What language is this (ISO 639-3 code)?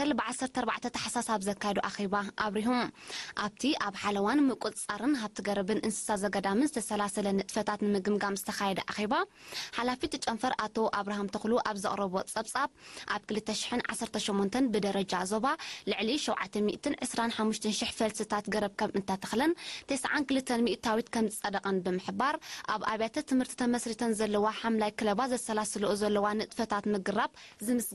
tir